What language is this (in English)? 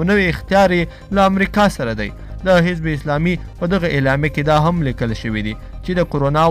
Pashto